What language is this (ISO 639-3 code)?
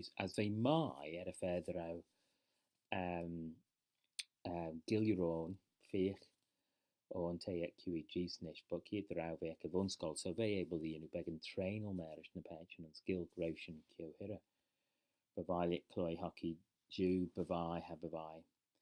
glv